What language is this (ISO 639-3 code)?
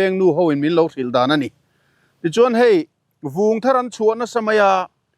lus